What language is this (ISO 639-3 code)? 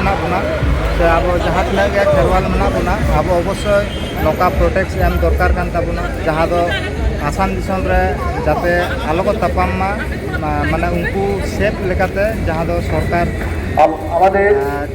sat